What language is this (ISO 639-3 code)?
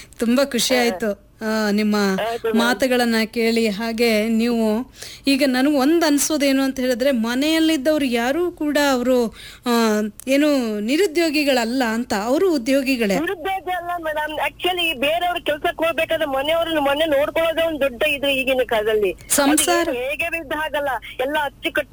kan